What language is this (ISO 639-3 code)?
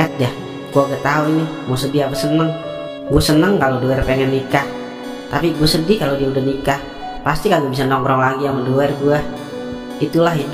bew